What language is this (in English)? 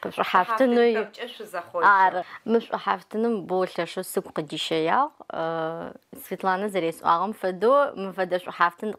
Adyghe